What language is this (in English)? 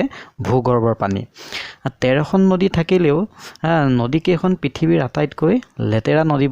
Assamese